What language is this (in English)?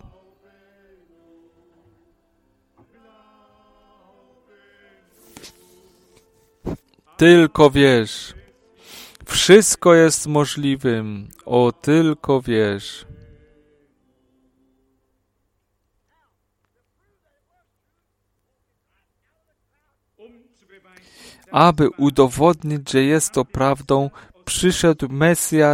Polish